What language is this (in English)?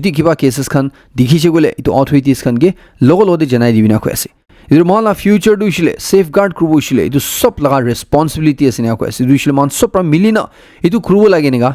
Naga Pidgin